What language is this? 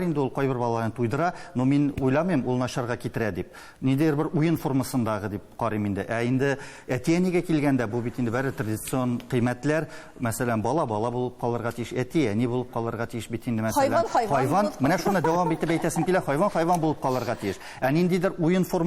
Tatar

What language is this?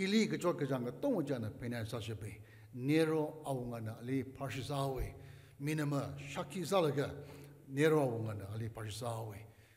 Tangkhul Naga (India)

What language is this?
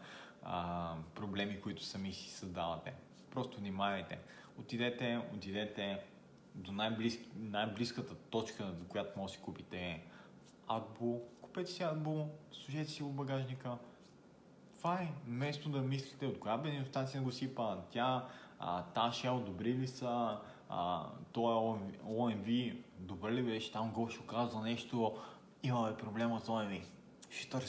Bulgarian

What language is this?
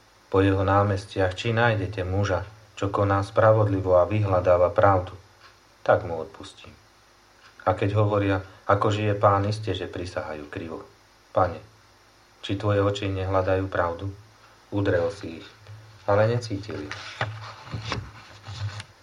Slovak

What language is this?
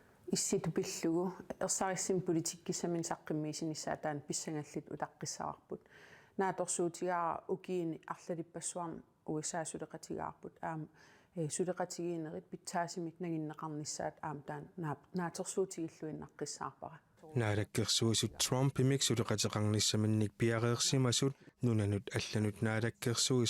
Kalaallisut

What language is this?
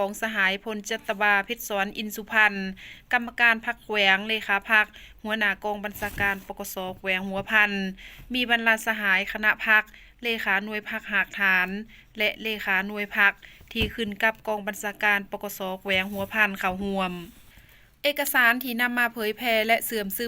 Lao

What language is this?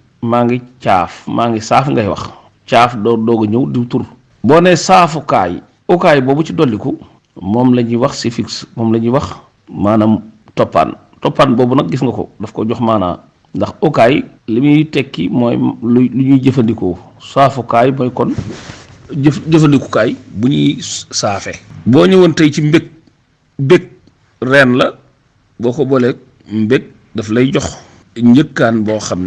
Wolof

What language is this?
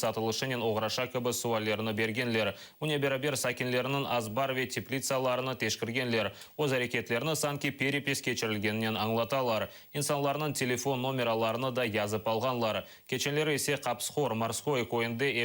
Crimean Tatar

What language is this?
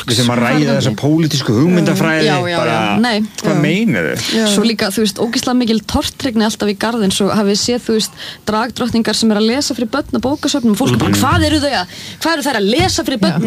Icelandic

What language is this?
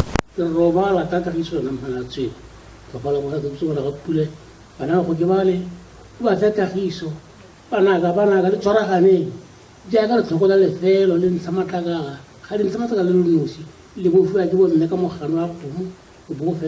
Tswana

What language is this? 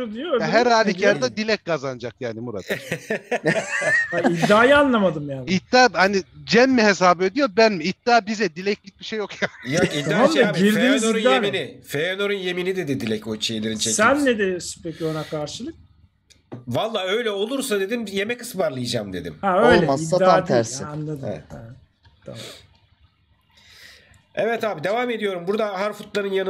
Turkish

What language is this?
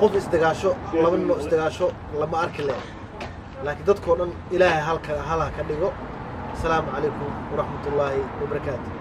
Somali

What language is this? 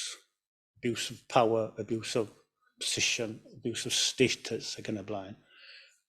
Welsh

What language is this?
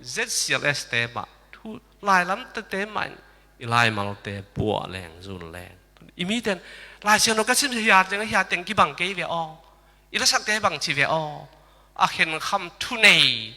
Tedim Chin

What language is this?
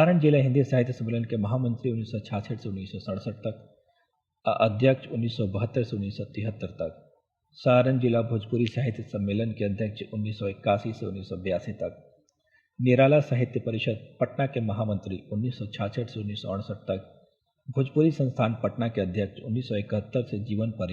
Bhojpuri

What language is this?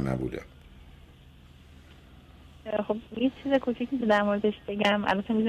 Persian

